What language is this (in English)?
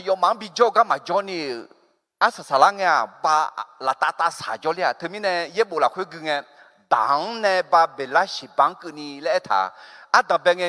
Akha